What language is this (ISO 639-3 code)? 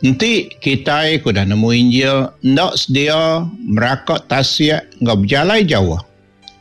iba